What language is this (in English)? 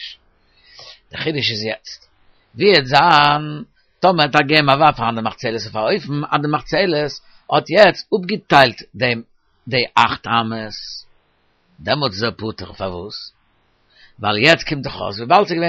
Yiddish